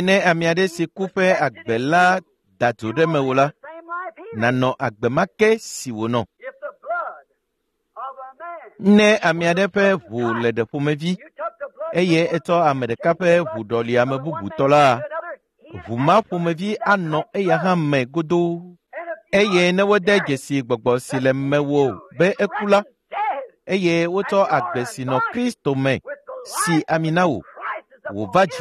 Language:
Ewe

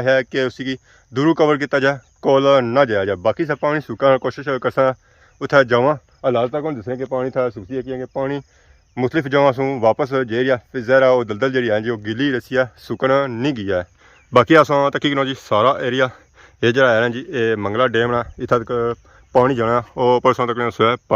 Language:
Pahari-Potwari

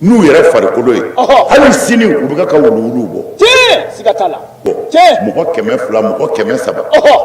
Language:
Bambara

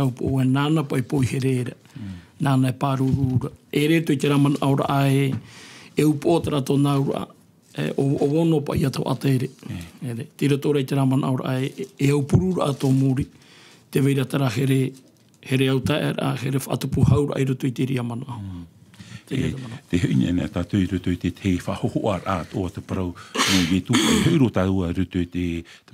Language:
Tahitian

